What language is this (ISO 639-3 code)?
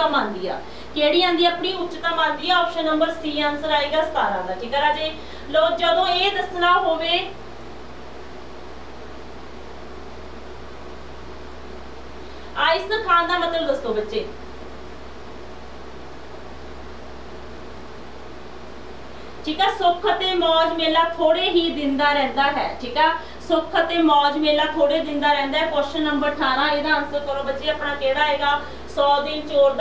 pan